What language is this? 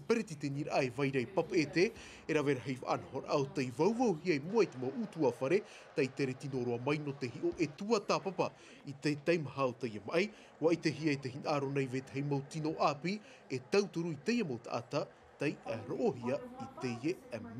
Tahitian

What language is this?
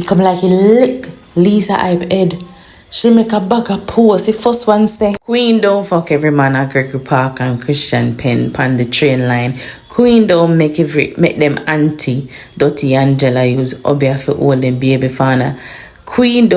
Jamaican Creole English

